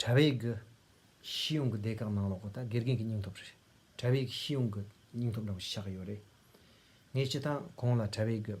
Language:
Tibetan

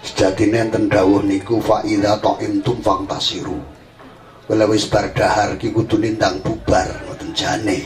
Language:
Javanese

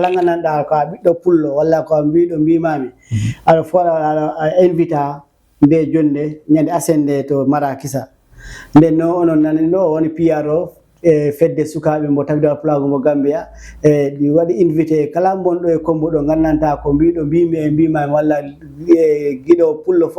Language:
Fula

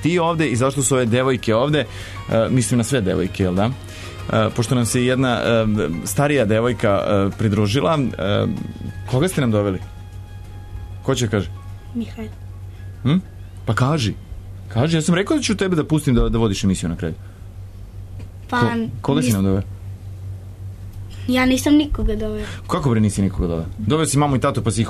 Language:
Serbian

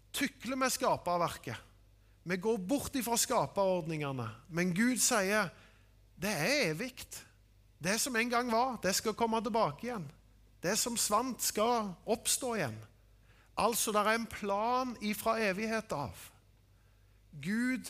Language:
Norwegian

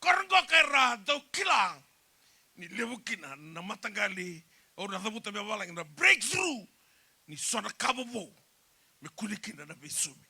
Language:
Fijian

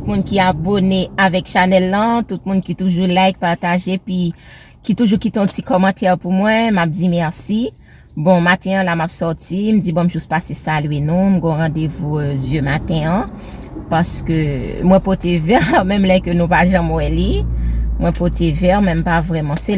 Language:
Haitian Creole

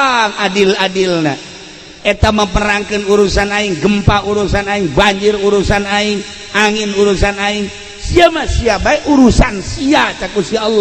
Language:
Sundanese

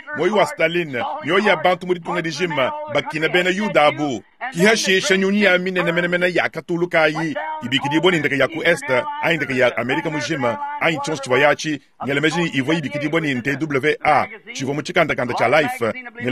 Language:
Luba-Lulua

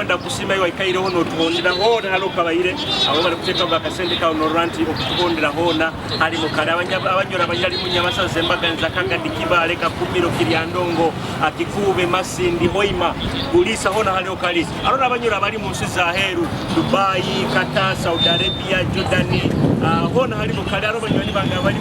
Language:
Nyoro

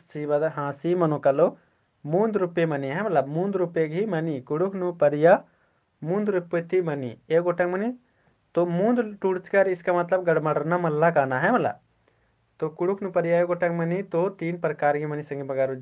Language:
Kurukh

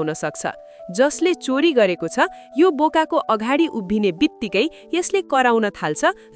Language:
Nepali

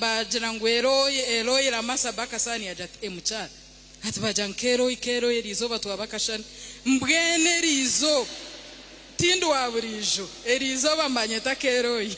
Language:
Nyankole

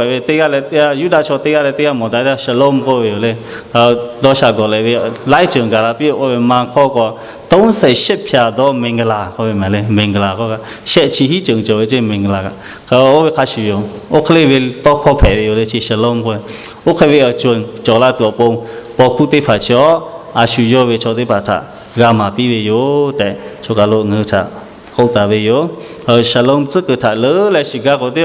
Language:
Lahu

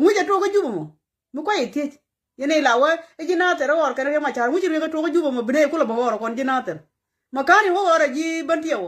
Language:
Nuer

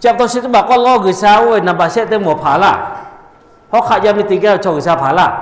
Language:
Lahu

